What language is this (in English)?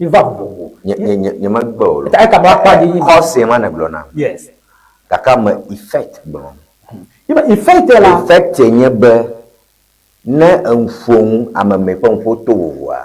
Ewe